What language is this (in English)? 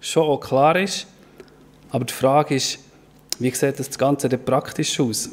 Swiss German